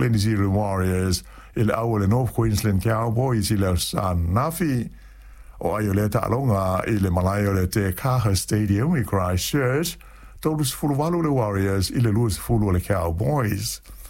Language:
Samoan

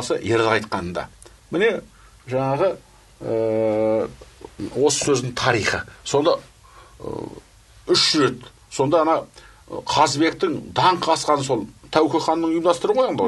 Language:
Kazakh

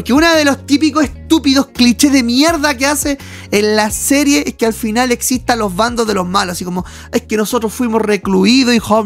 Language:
Spanish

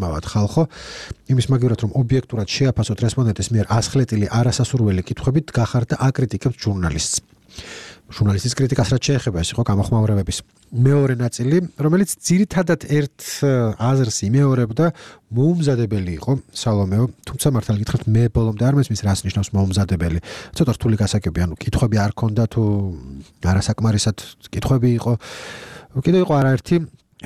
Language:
Georgian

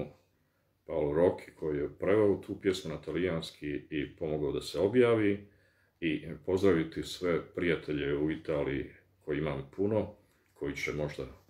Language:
Bosnian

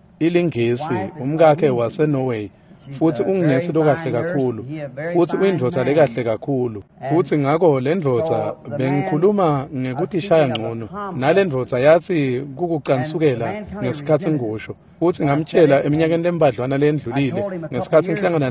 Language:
Swati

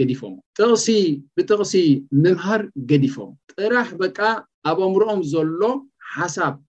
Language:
Tigrinya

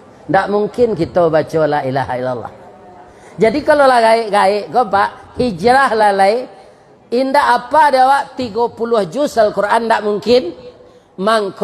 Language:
Minangkabau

